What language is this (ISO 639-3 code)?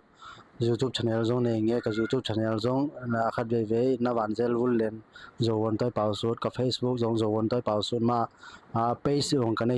ctd